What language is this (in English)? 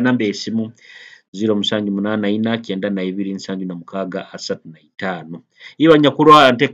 Nyoro